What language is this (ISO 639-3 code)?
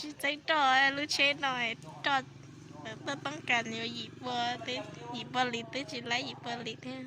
hmn